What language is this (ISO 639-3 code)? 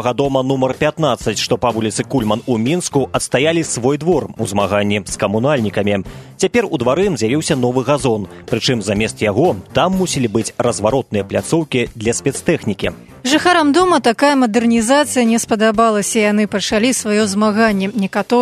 bel